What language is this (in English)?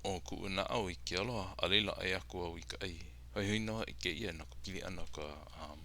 Hawaiian